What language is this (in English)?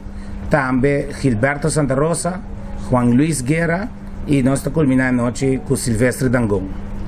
Papiamento